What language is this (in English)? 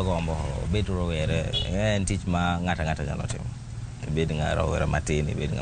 Luo (Kenya and Tanzania)